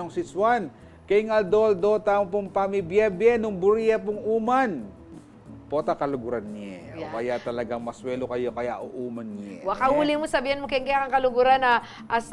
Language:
Pampanga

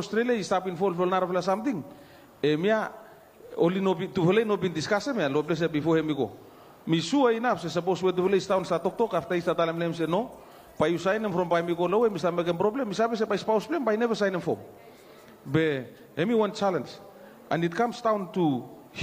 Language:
Bislama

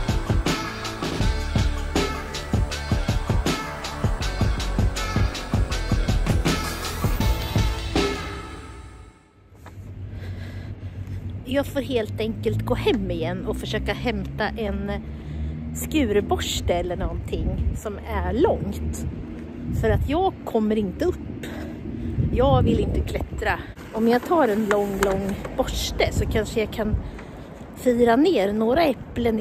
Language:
Swedish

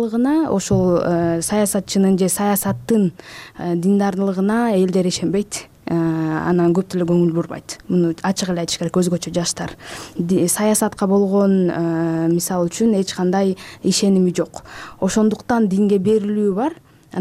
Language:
Kyrgyz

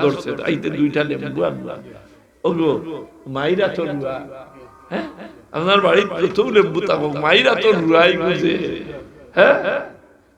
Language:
Sylheti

